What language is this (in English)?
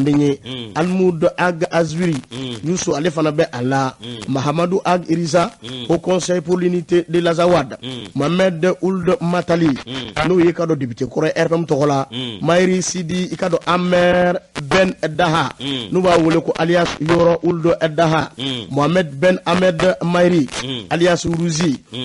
Bambara